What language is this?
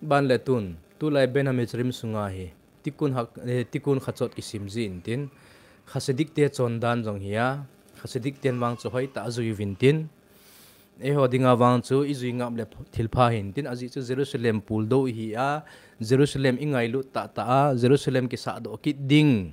Thado Chin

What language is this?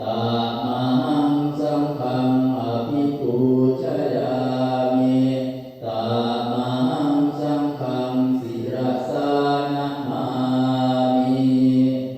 Pali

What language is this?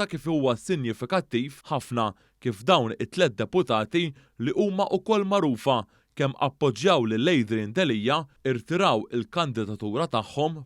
Maltese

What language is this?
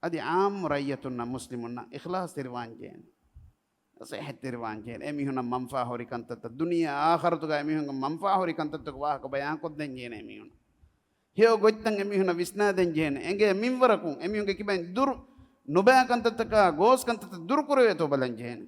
Divehi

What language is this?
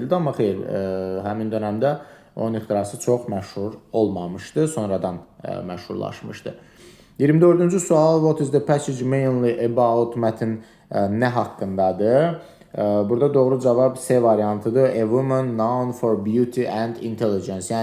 Azerbaijani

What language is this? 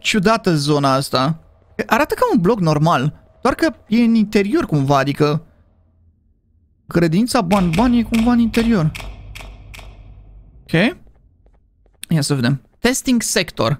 Romanian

